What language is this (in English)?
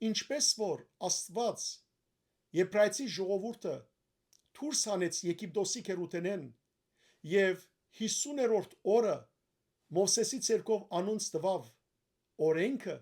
Western Armenian